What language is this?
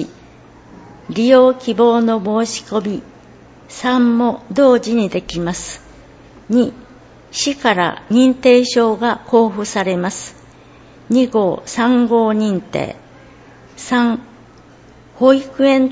Japanese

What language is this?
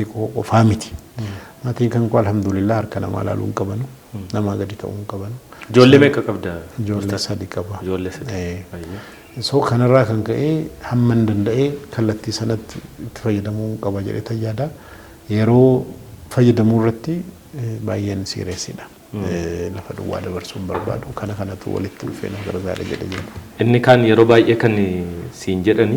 Oromo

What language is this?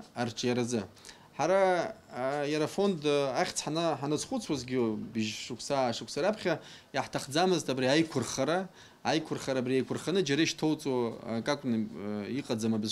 Abkhazian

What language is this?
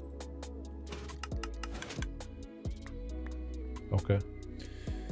Hungarian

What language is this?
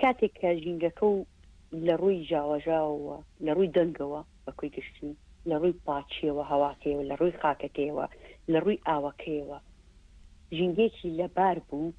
Central Kurdish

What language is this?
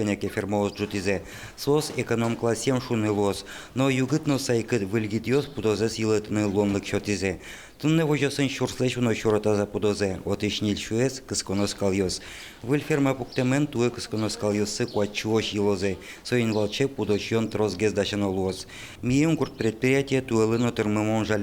Udmurt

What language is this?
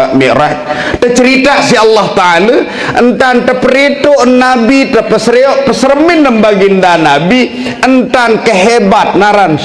Sasak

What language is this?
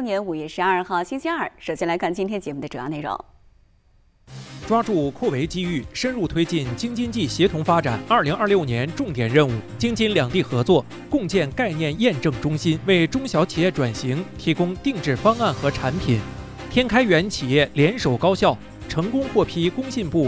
Chinese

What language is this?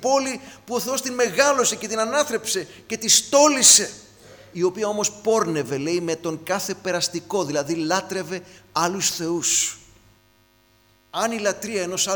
Greek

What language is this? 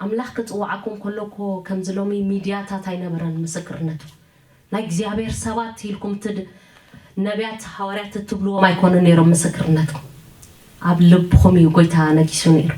Tigrinya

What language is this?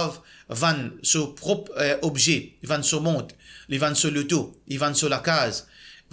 Morisyen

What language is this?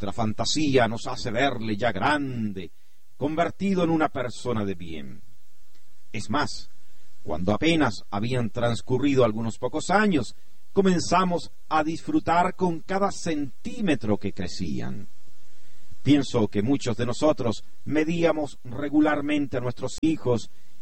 Spanish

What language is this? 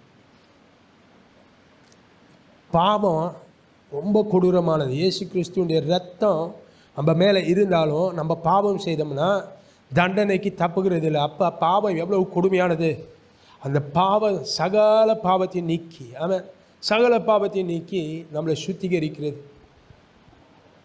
Tamil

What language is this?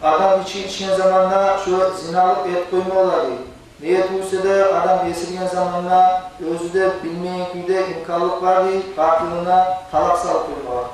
Kumyk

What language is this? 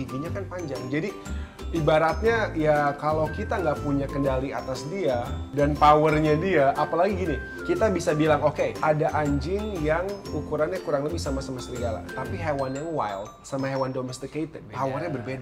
Indonesian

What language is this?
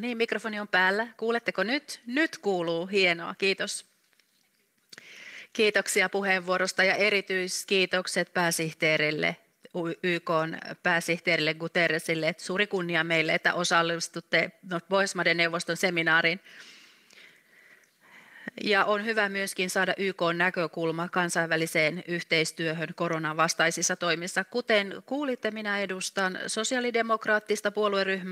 Finnish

